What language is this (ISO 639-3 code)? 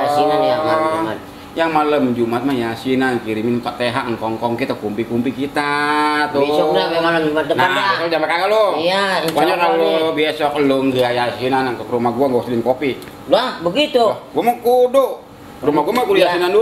bew